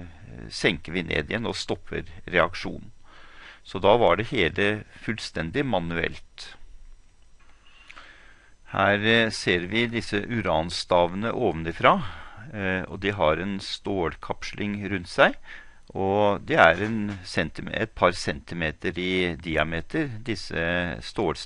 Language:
Norwegian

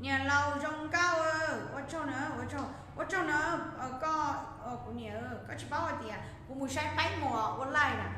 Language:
Hmong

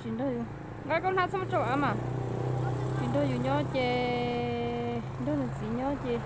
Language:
Hmong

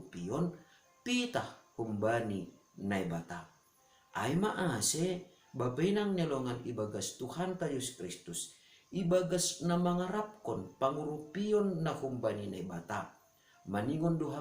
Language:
Batak Simalungun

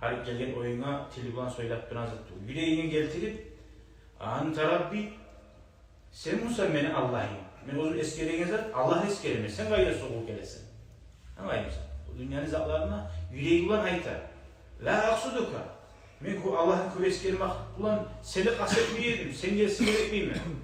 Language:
Kumyk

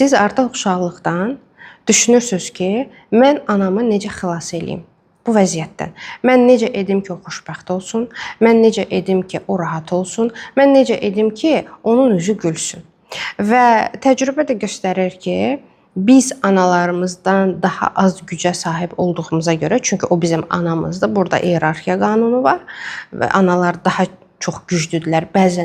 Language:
Azerbaijani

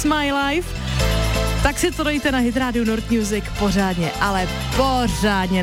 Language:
Czech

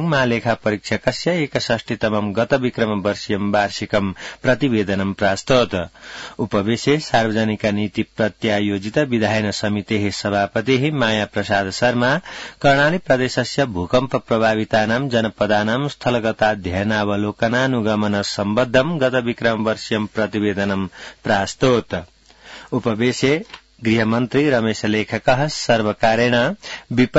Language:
Sanskrit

